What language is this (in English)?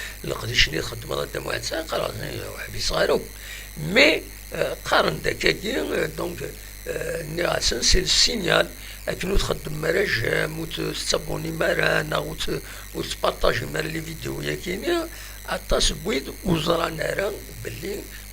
Kabyle